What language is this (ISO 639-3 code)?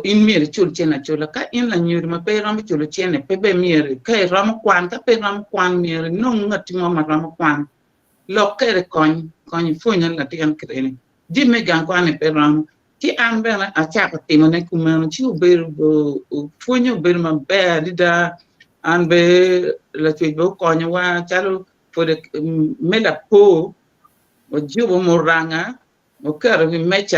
ach